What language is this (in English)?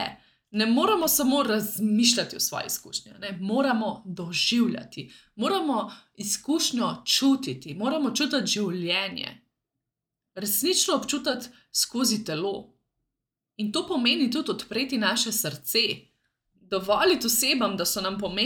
Slovenian